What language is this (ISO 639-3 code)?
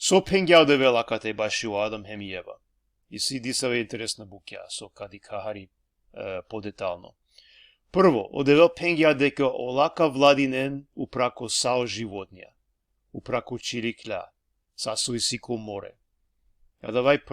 rmn